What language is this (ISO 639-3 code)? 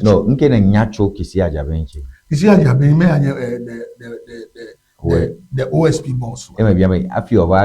ewe